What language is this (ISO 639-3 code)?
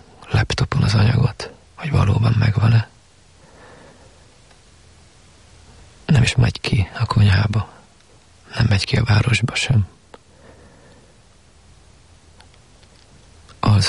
hun